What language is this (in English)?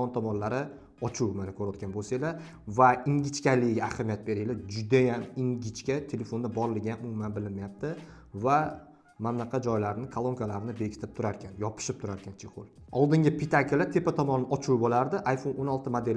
Uzbek